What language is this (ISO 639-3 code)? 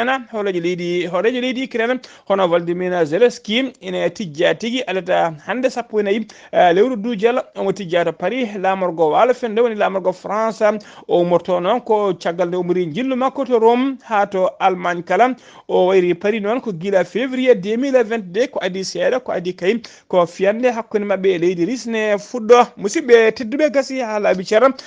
ful